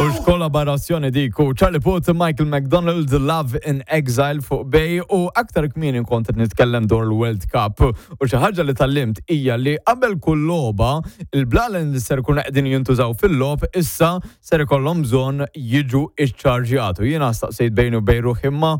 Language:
Maltese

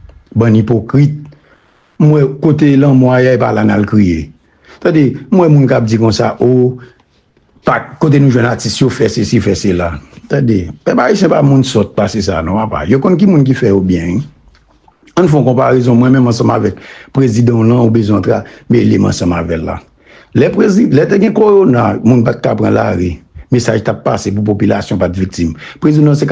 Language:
Haitian Creole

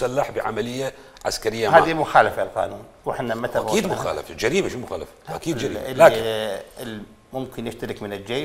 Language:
Mesopotamian Arabic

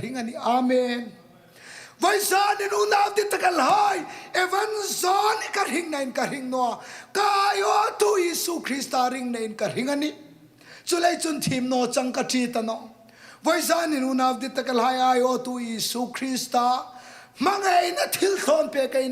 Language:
Hmar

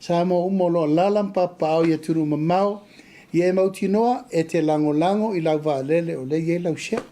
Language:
Samoan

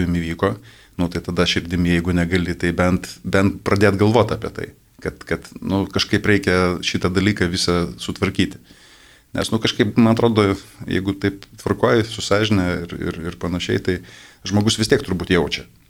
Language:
Lithuanian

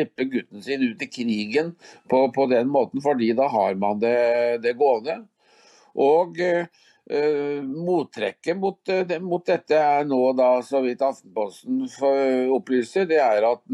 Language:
Norwegian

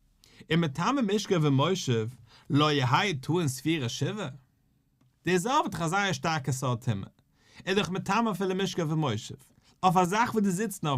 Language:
Yiddish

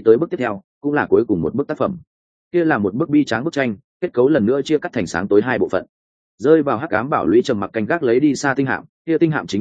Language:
Vietnamese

